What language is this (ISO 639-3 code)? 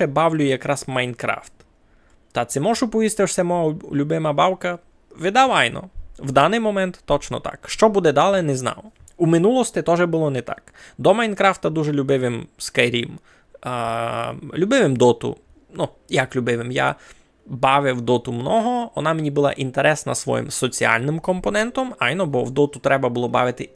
rue